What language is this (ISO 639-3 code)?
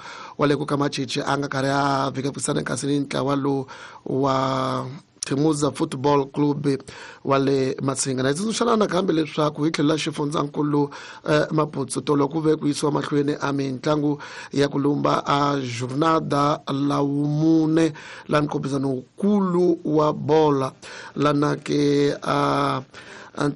tso